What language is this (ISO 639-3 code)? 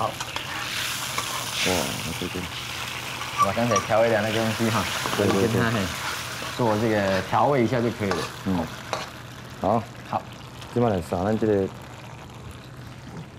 zho